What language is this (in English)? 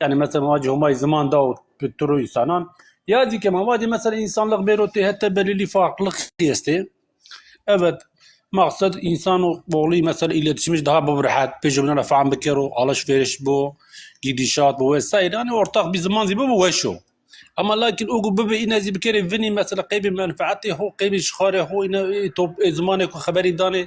Zaza